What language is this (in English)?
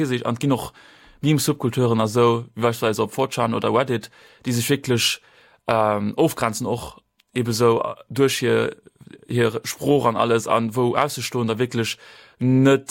Luxembourgish